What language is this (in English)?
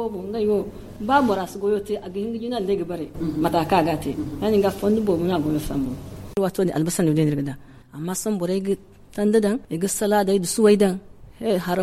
Zarma